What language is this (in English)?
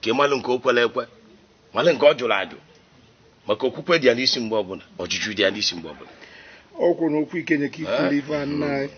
Igbo